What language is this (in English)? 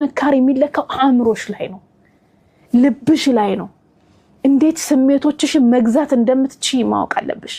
Amharic